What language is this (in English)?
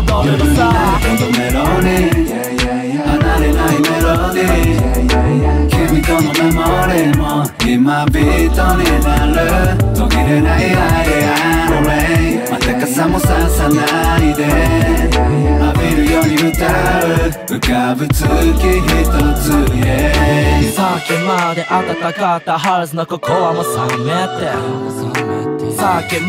Japanese